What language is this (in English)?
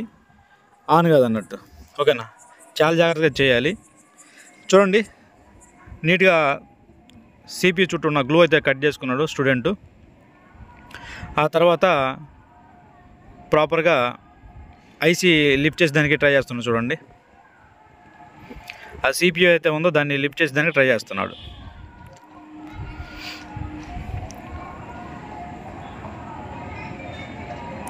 Telugu